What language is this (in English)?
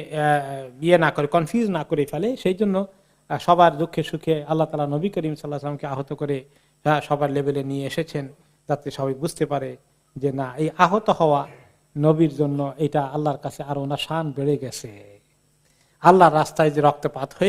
Bangla